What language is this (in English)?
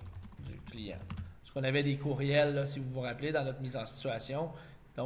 French